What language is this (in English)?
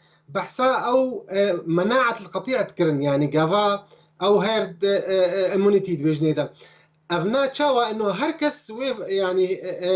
Kurdish